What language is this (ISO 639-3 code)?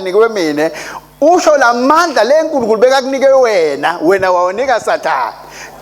ssw